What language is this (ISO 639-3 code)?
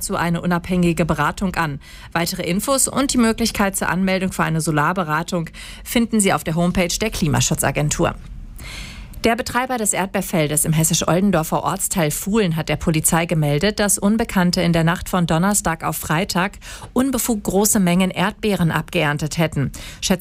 deu